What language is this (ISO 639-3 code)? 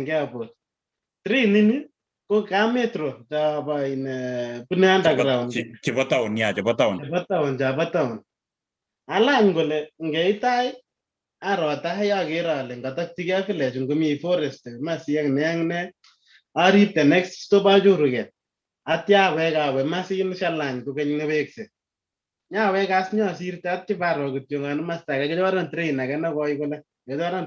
kln